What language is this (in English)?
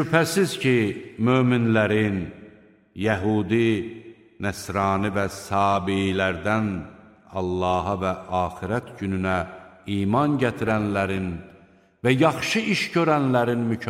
Azerbaijani